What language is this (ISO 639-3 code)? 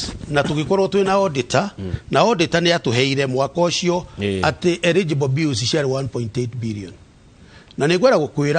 kik